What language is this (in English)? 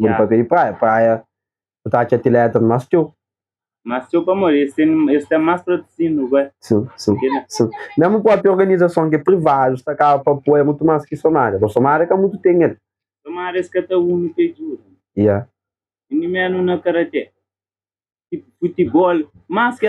Kabuverdianu